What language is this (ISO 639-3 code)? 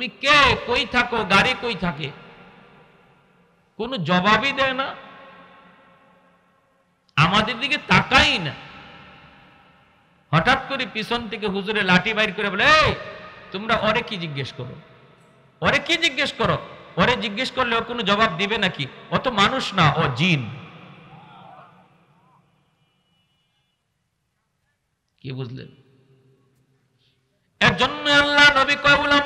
ben